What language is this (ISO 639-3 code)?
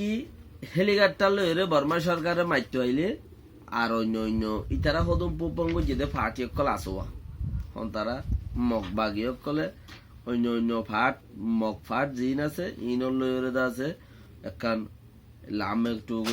rhg